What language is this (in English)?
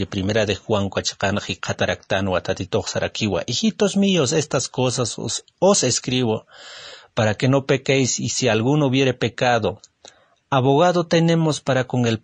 Aymara